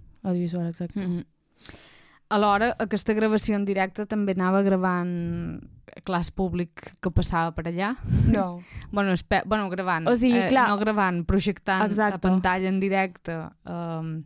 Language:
Catalan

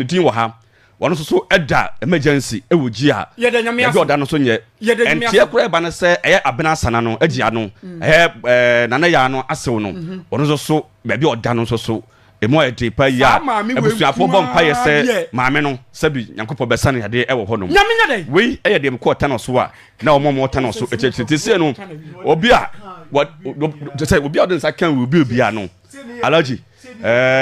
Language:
Akan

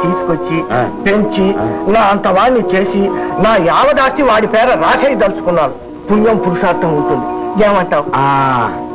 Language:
Telugu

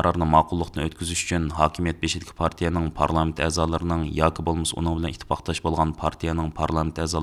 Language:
Uyghur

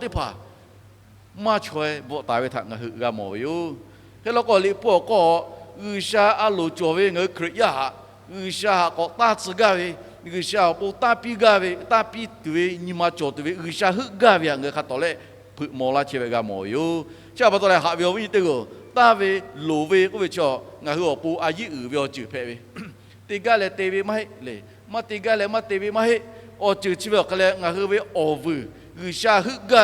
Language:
Lahu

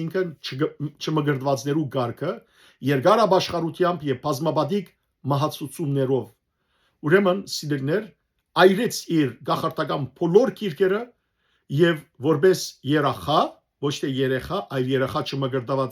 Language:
Western Armenian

